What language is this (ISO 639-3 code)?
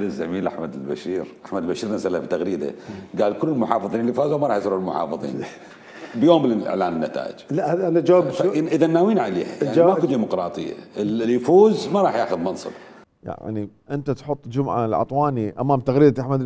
acm